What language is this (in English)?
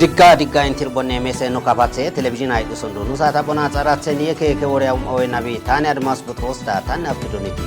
Kafa